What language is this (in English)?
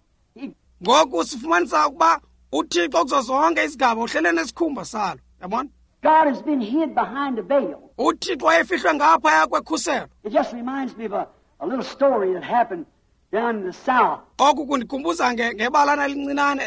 Xhosa